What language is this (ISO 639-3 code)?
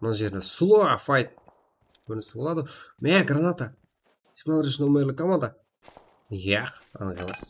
kaa